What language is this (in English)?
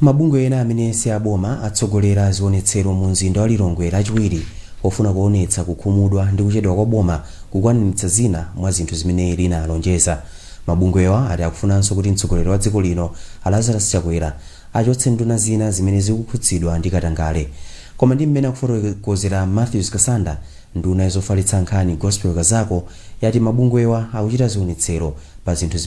Nyanja